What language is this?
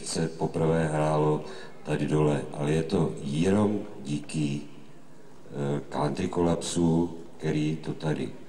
Czech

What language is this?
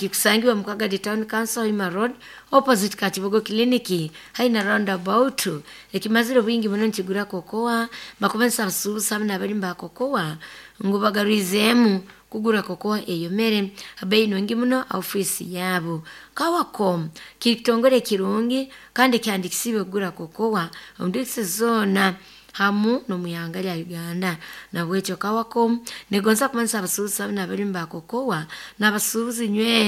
Nyoro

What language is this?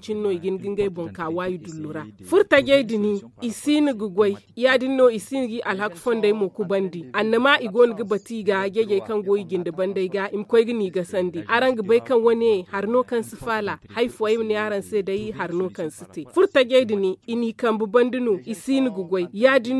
Zarma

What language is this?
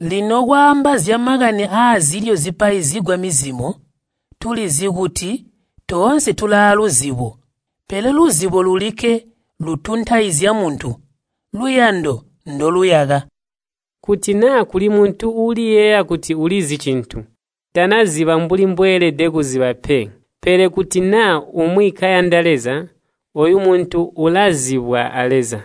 Tonga (Zambia)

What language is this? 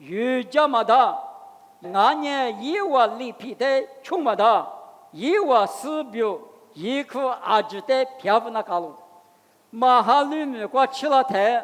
Lisu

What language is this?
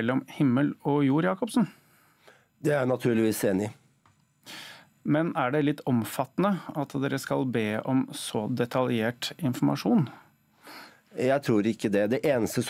Norwegian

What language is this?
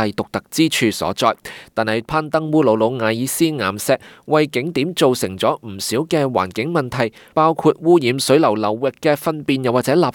Cantonese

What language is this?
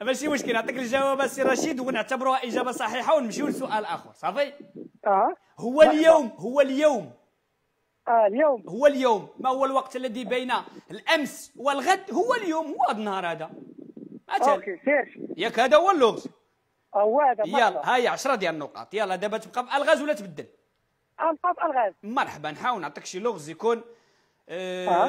Moroccan Arabic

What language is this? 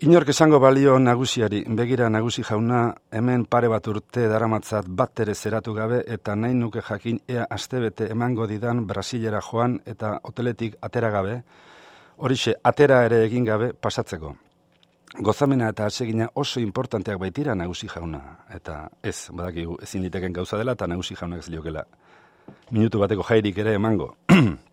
Basque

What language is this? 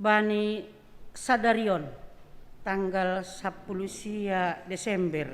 Batak Simalungun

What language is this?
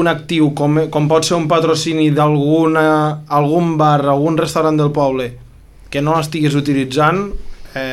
Catalan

